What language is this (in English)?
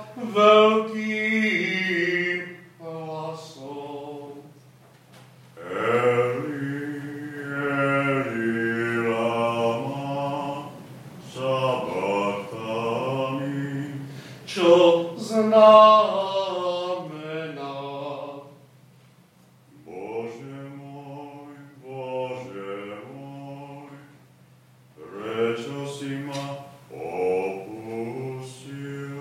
Slovak